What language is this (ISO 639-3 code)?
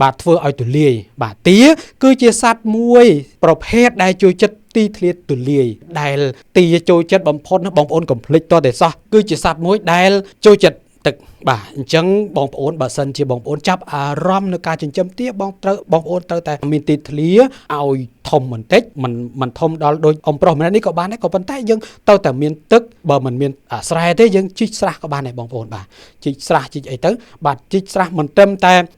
khm